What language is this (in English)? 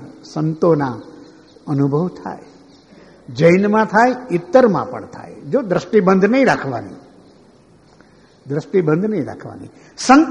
Gujarati